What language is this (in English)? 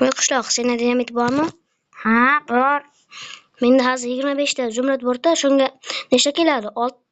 Uzbek